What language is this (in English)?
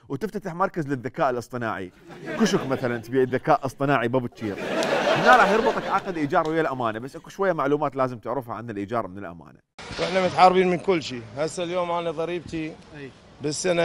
Mesopotamian Arabic